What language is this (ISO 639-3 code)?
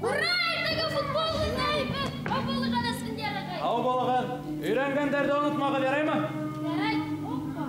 bak